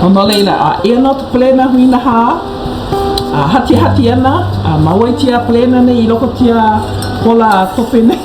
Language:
Hawaiian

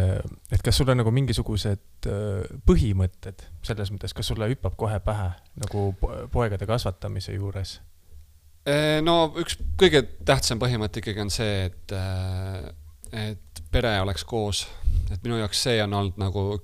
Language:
Estonian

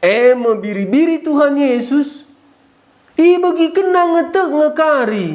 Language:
Batak Karo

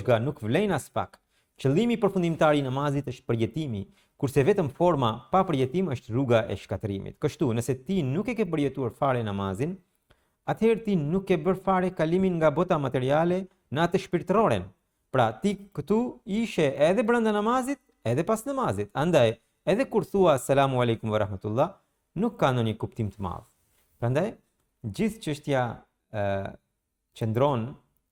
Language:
Albanian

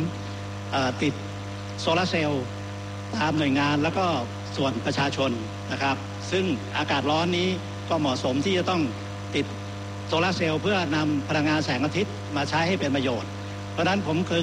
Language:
Thai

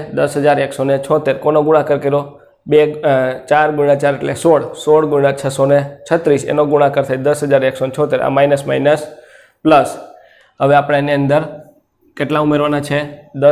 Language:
Gujarati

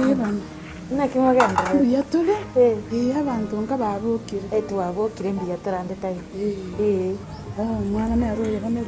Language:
Gusii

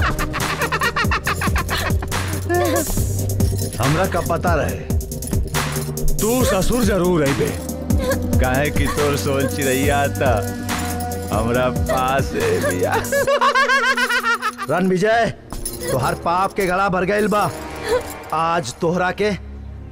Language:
Bhojpuri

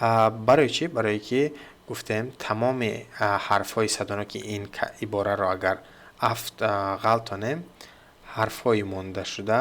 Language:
Tajik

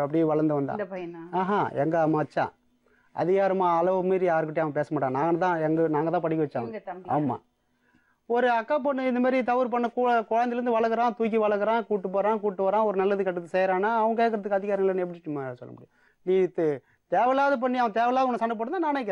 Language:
Tamil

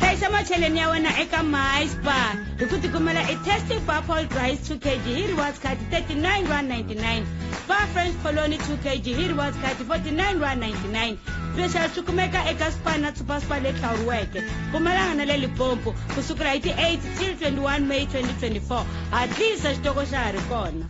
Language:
Tsonga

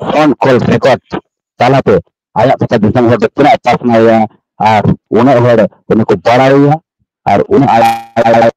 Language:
Santali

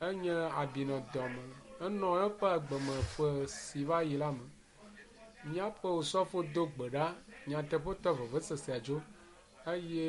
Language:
Ewe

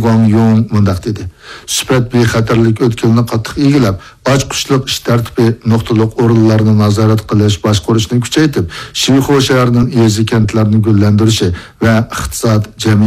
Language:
Uyghur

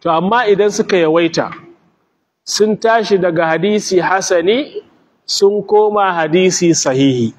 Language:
Hausa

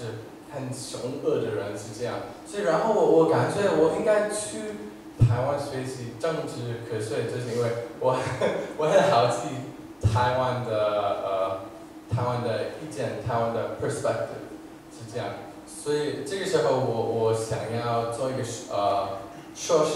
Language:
Chinese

